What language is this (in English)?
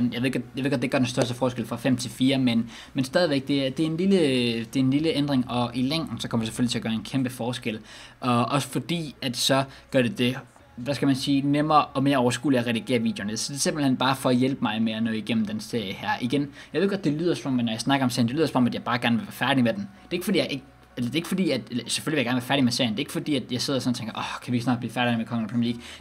Danish